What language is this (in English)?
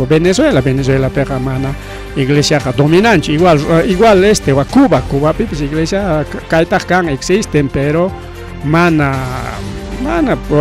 Ayacucho Quechua